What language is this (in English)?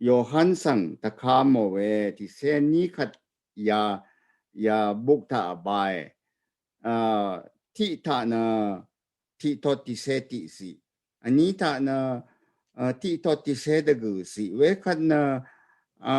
Rawang